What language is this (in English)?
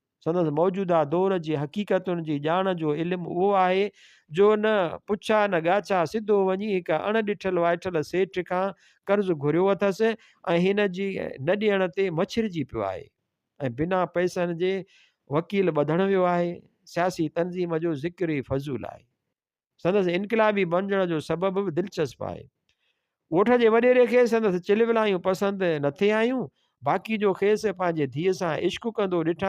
Sindhi